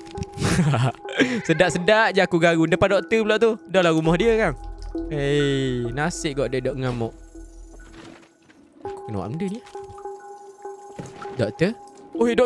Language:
Malay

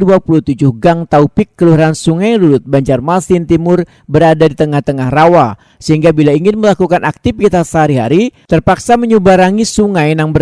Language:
Banjar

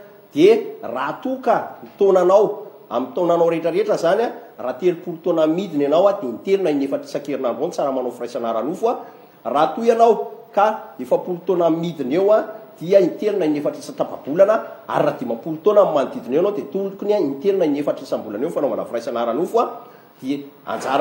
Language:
Malagasy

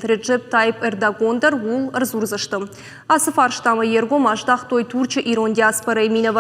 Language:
Ossetic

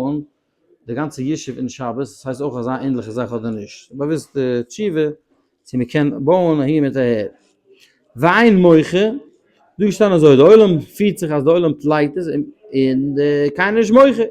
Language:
Yiddish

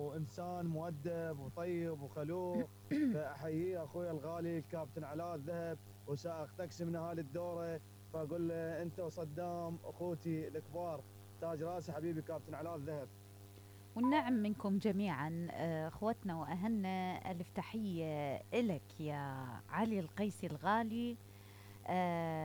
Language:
Mesopotamian Arabic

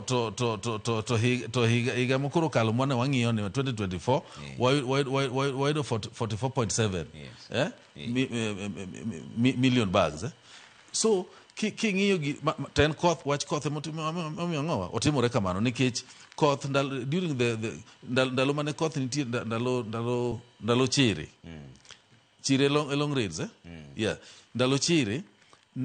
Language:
Luo (Kenya and Tanzania)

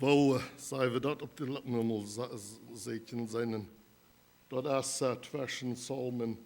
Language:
Plautdietsch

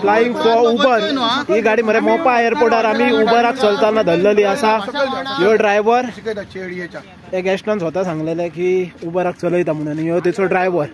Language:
Konkani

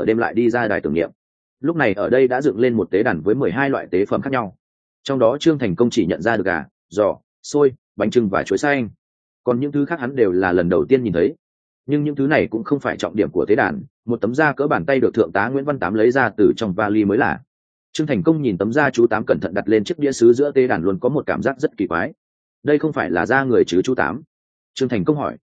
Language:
Vietnamese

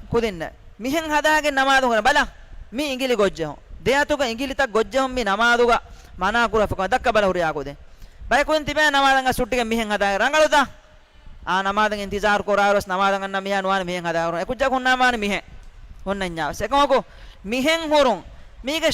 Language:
Divehi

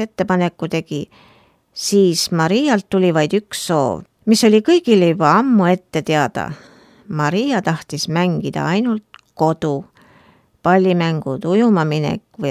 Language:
Estonian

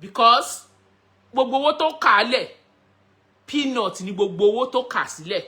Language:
Yoruba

